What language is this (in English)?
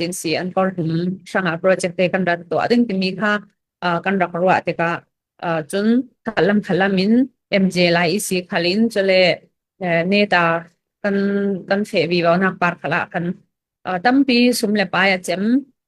Falam Chin